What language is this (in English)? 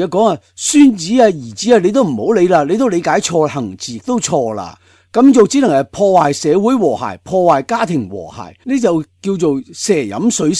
Cantonese